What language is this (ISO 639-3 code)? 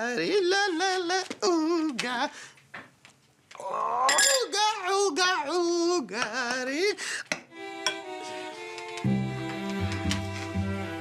heb